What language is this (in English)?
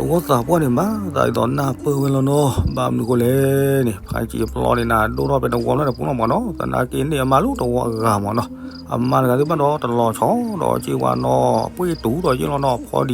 S'gaw Karen